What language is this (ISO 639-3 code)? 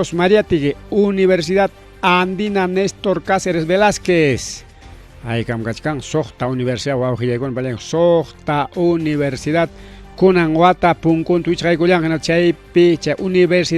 quy